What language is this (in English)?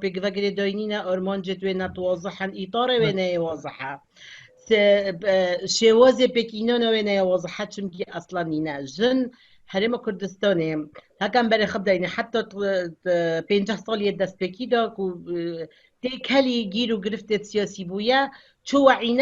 Kurdish